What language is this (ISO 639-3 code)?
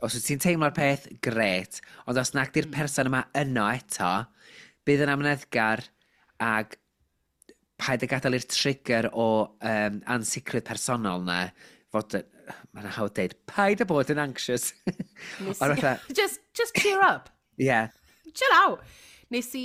cym